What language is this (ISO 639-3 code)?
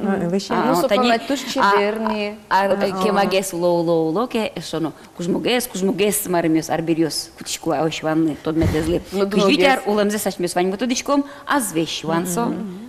udm